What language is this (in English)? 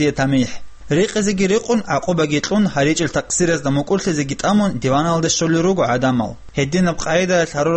Avaric